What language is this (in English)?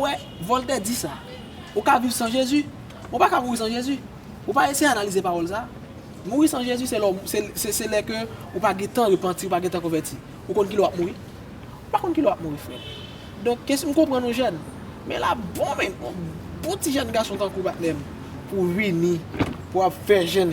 Haitian Creole